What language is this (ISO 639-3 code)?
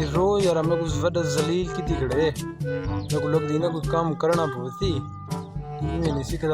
skr